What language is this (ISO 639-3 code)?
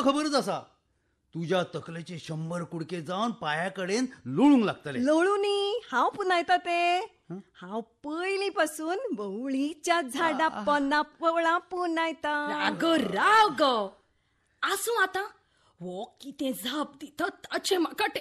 kok